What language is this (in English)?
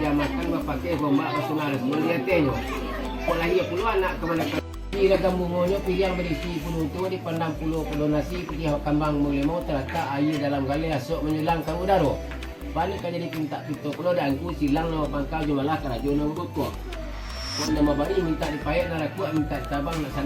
Minangkabau